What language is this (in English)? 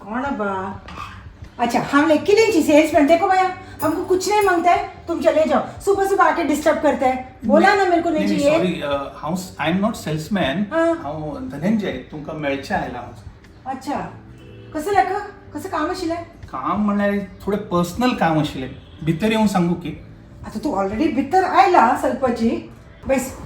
Konkani